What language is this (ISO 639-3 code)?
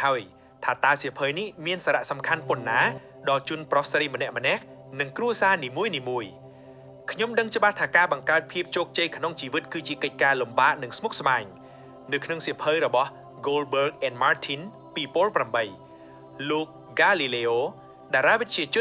khm